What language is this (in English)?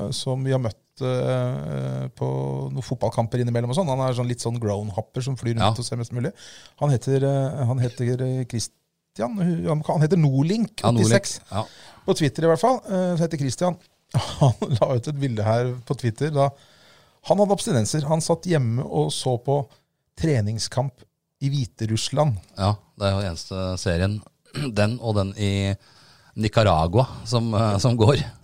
Norwegian